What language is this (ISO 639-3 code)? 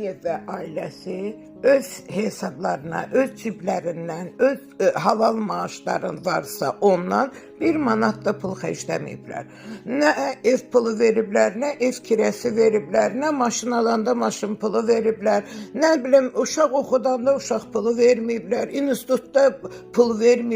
aze